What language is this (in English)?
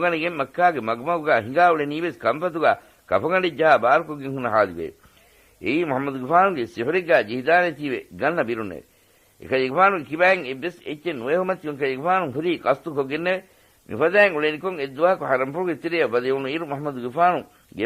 Divehi